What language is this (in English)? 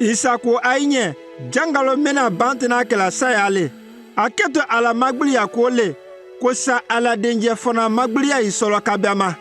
Konyanka Maninka